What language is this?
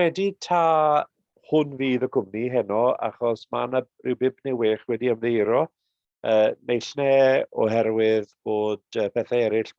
Welsh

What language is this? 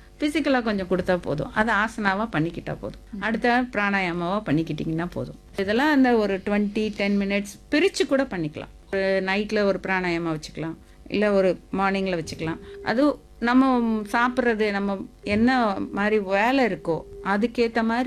Tamil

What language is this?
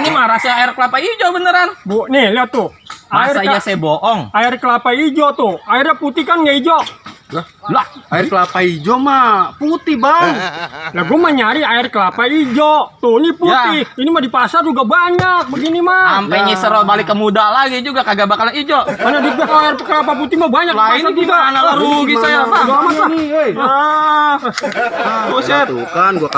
Betawi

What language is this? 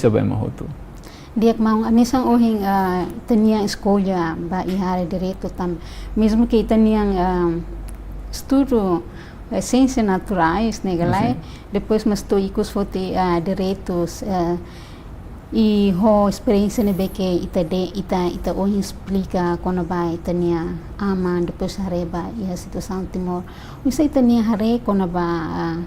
Tetum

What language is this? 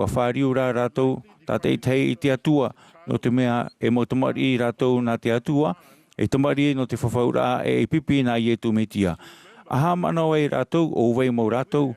Tahitian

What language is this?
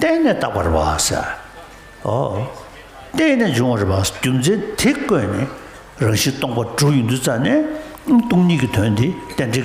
Tibetan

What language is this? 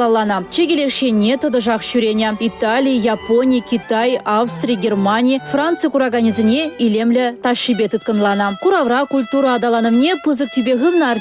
Chuvash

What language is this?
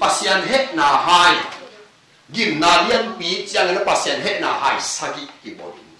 Tedim Chin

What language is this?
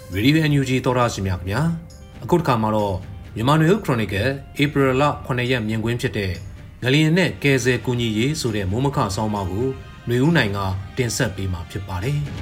Burmese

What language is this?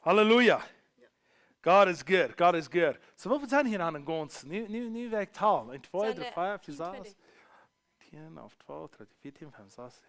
Plautdietsch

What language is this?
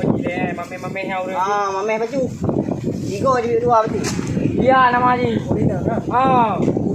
Achinese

